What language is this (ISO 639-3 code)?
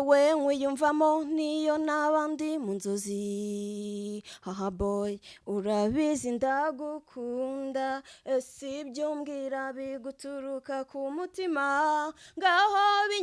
kin